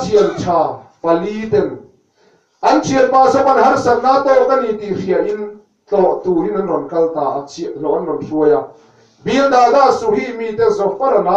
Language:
Mizo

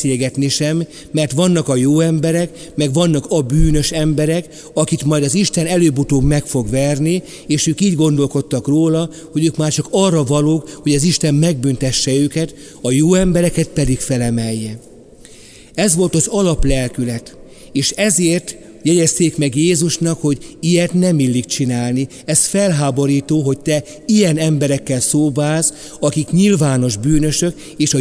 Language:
Hungarian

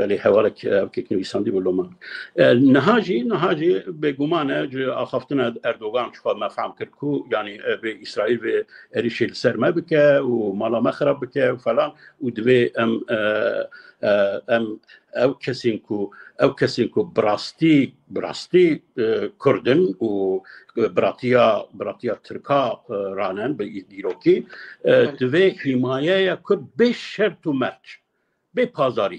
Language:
Kurdish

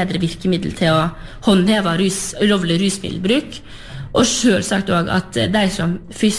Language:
Norwegian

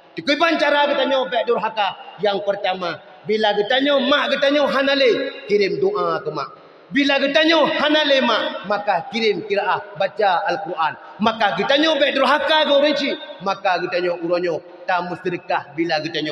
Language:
Achinese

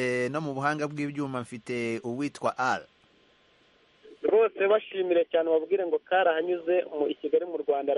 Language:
Kinyarwanda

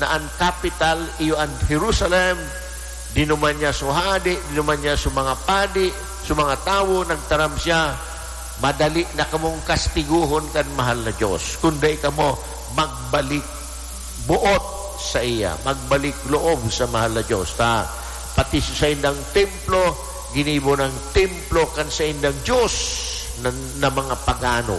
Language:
Bikol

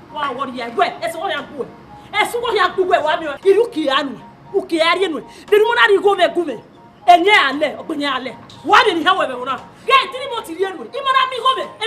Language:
Bini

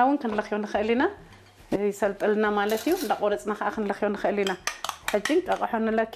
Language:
Tigrinya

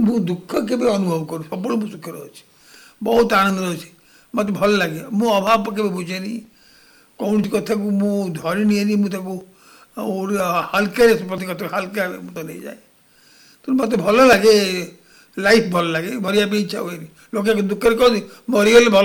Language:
Odia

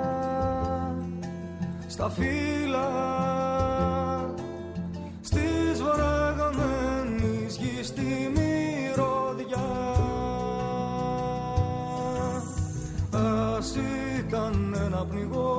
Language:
Greek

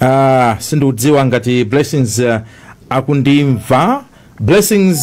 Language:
Nyanja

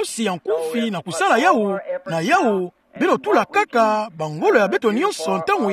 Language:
Kituba (Democratic Republic of Congo)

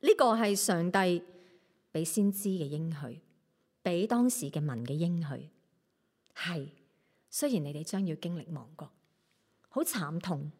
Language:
Cantonese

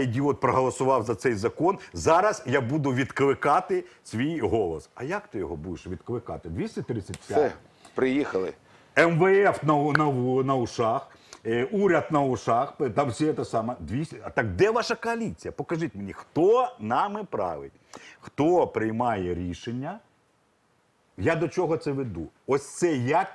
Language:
Ukrainian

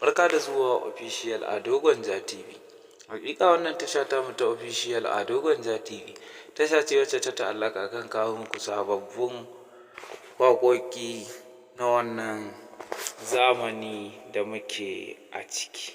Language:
Hausa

